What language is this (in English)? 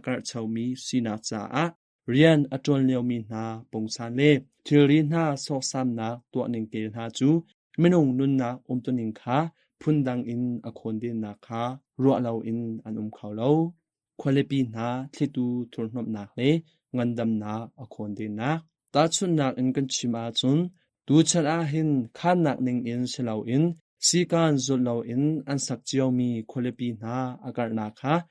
Hakha Chin